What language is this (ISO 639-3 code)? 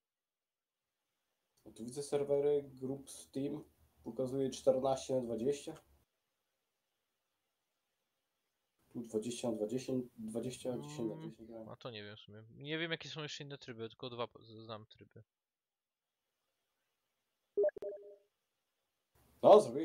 pol